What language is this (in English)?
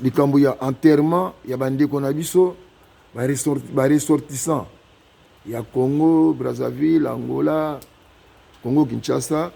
Lingala